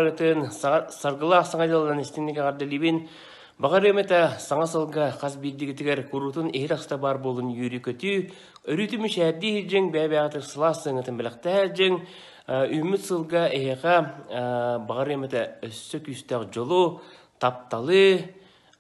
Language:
Yakut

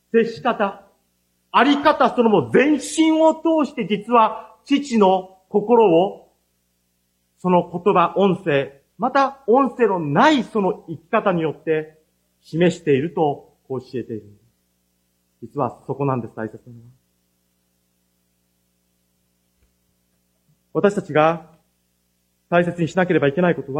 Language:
Japanese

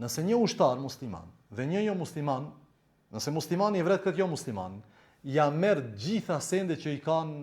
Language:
Albanian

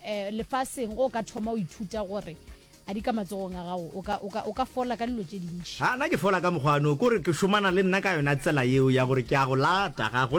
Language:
Northern Sotho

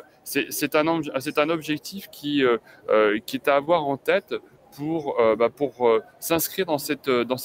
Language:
French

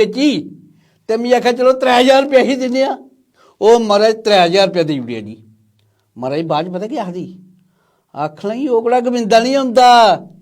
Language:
Dogri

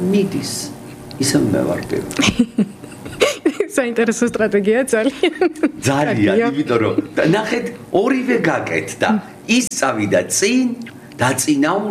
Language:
Georgian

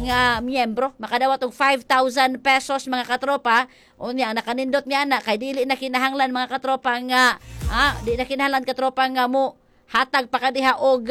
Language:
Cebuano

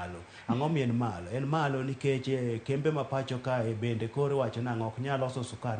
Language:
Luo (Kenya and Tanzania)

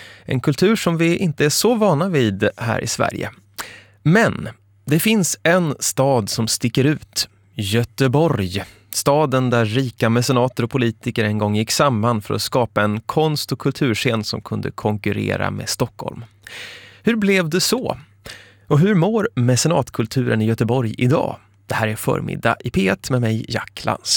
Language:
Swedish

